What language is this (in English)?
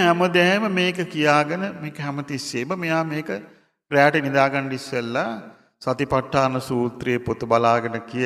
Sinhala